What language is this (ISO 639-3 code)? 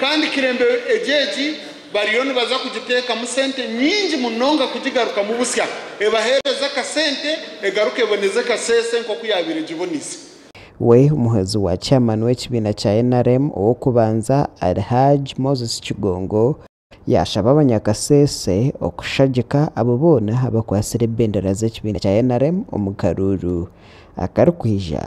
nyn